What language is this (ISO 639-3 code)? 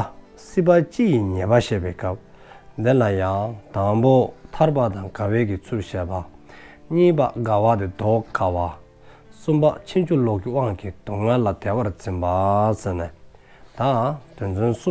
dzo